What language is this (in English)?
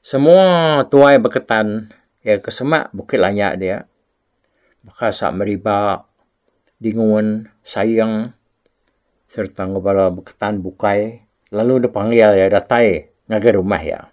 Iban